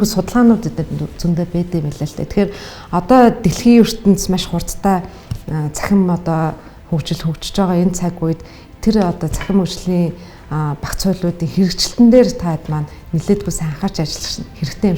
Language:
Mongolian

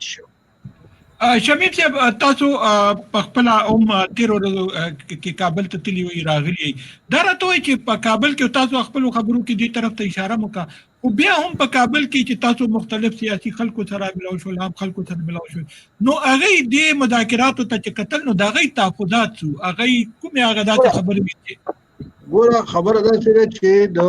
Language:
Pashto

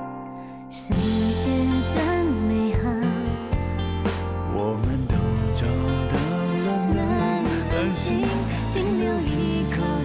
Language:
Chinese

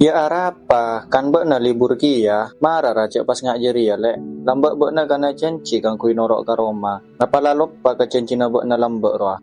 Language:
Madurese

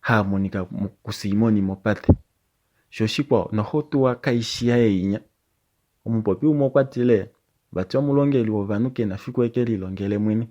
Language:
Kuanyama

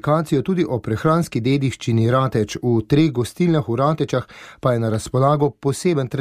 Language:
Slovenian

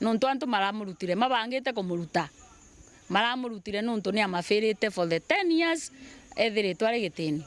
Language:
Meru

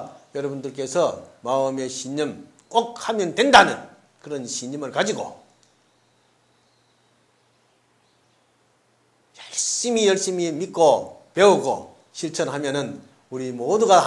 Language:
Korean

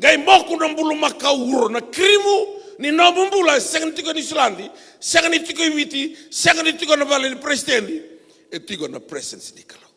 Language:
Fijian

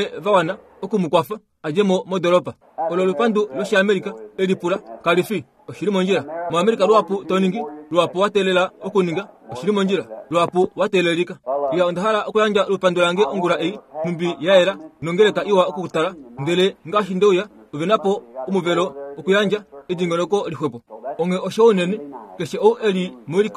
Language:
Kuanyama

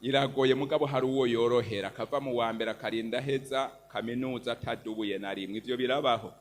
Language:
Rundi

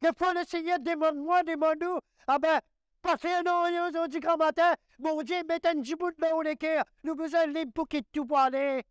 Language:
Morisyen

